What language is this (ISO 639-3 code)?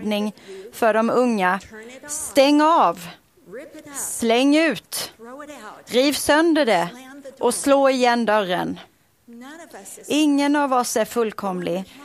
swe